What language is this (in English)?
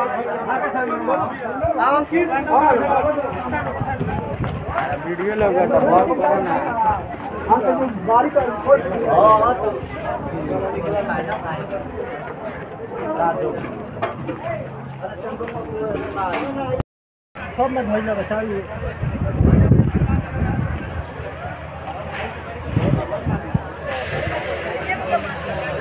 Bhojpuri